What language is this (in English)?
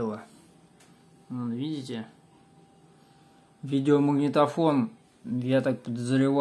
Russian